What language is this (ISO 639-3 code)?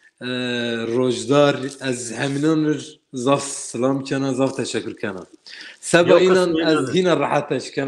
zza